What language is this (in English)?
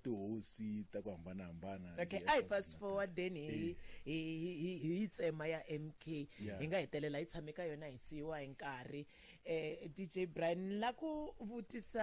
Tsonga